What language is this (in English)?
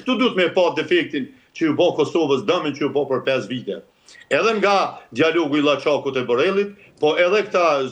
Albanian